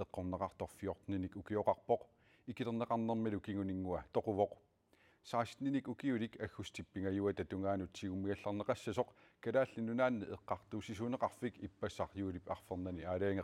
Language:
Kalaallisut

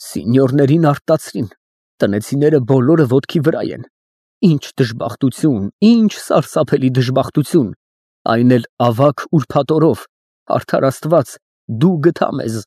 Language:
Armenian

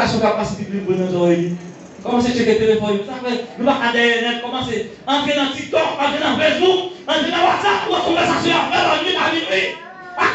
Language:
Haitian Creole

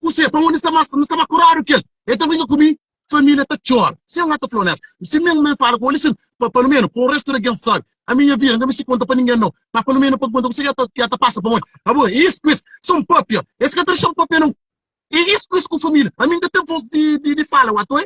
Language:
Kabuverdianu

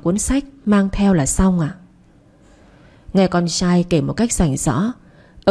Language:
Vietnamese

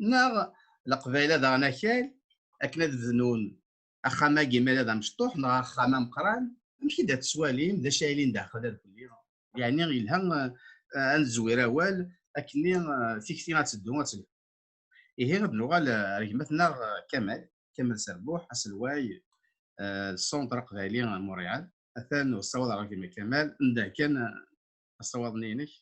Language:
Kabyle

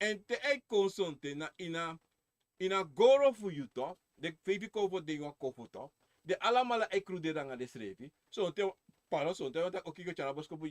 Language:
Sranan Tongo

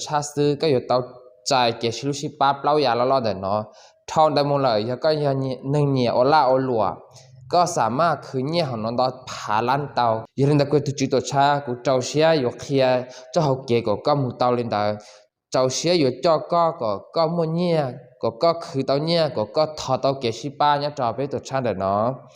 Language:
Hmong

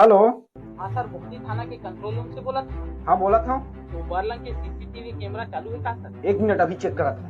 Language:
Chhattisgarhi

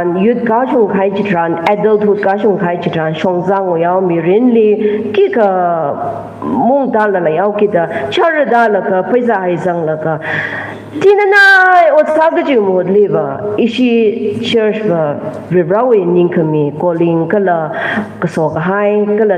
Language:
Tangkhul Naga (India)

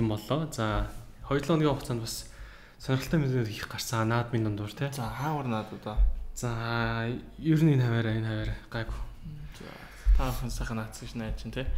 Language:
Mongolian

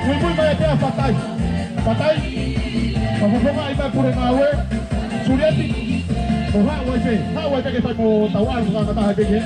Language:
Tongan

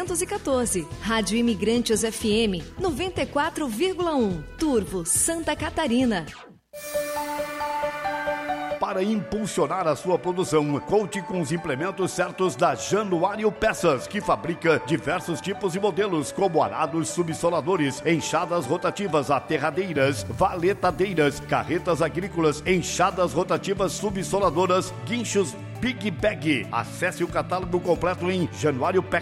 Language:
Portuguese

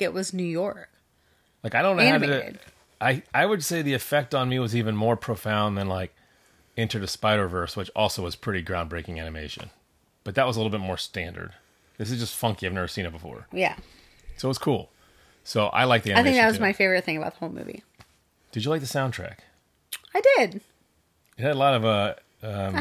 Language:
English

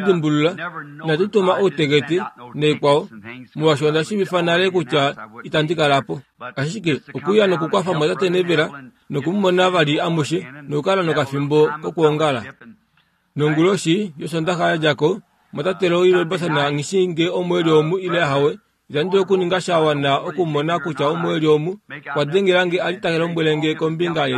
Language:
Kuanyama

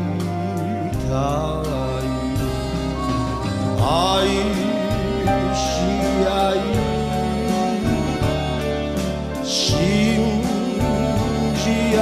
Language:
Japanese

